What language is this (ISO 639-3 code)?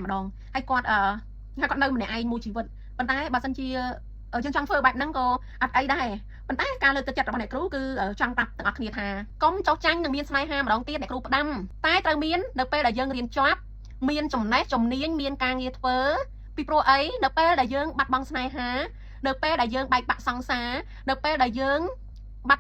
khm